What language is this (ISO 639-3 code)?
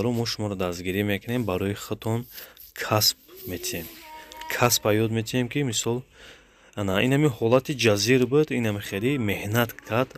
tgk